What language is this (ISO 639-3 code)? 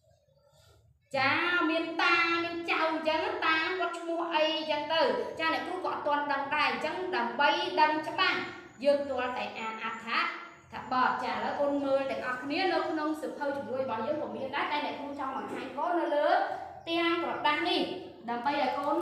khm